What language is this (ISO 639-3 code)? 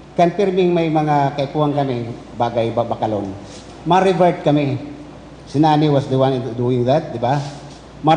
bik